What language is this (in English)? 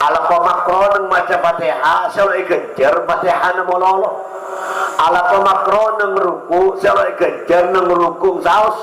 Madurese